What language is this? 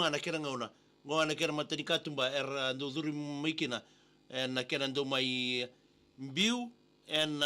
Fijian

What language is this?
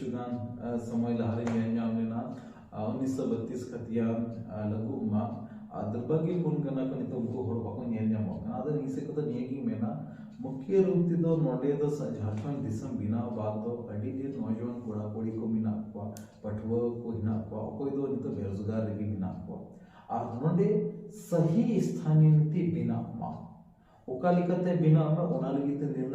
Santali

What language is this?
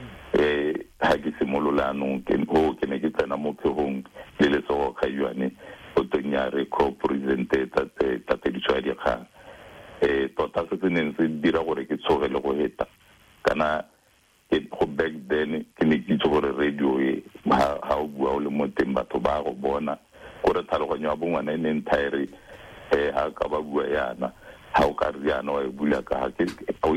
Tswana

